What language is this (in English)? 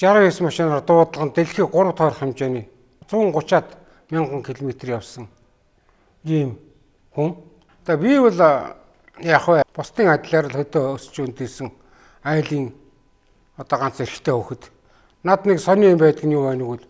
Mongolian